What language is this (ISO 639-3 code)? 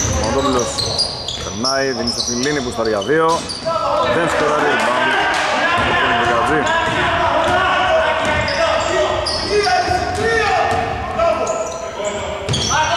ell